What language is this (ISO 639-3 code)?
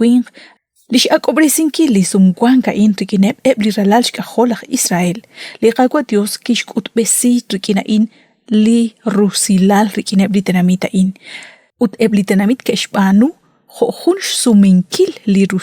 kek